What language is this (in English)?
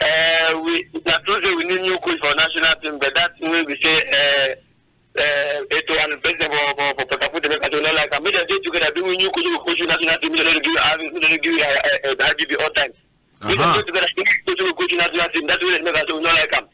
Cameroon Pidgin